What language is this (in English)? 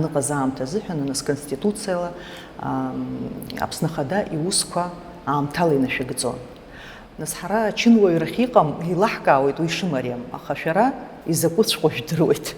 Abkhazian